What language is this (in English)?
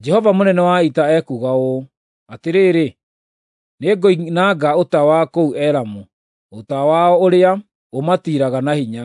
Kikuyu